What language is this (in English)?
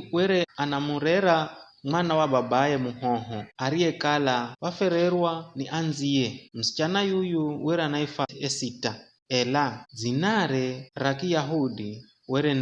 Giryama